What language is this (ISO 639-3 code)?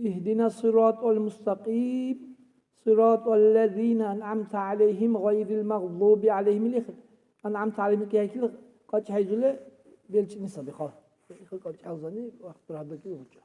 dar